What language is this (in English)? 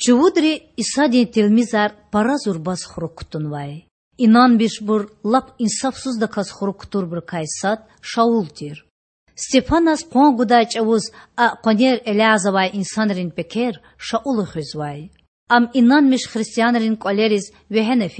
Lezghian